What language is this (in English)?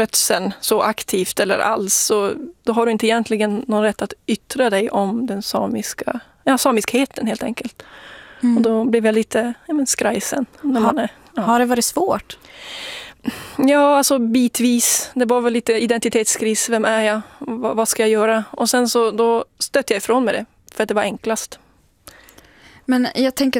Swedish